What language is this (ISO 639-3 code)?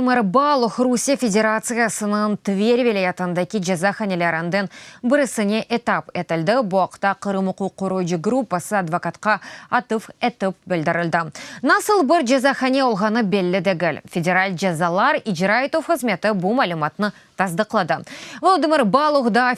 crh